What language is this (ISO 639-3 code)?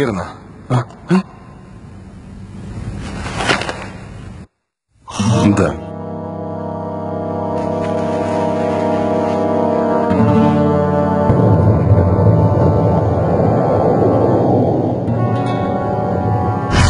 rus